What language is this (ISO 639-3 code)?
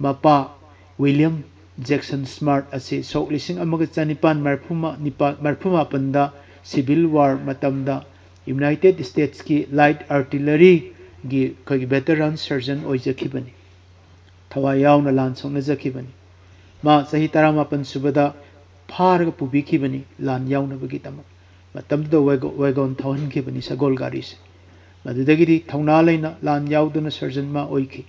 mni